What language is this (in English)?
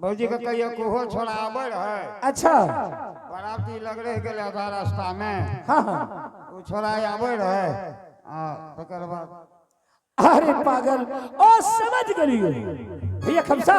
Angika